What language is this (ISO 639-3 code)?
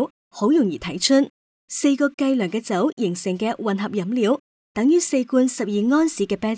yue